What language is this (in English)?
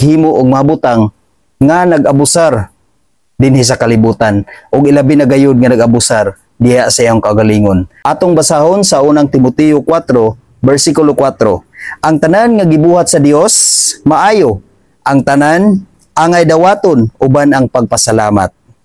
Cebuano